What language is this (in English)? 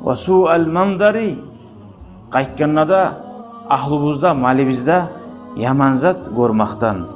Kumyk